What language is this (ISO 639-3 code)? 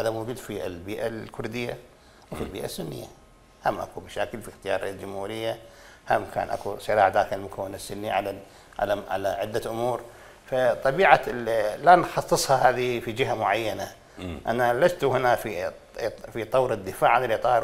acm